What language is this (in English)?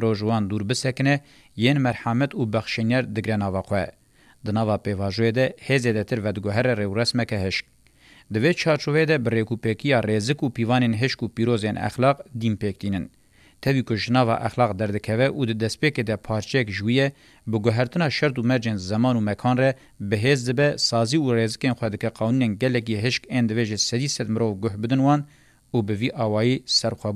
Kurdish